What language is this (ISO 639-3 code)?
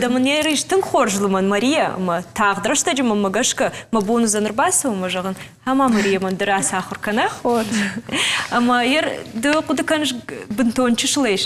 oss